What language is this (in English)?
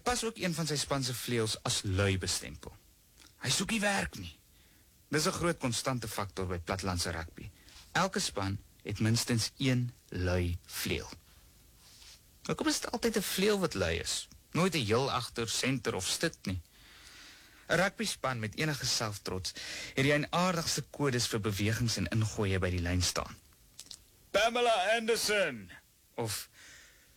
Afrikaans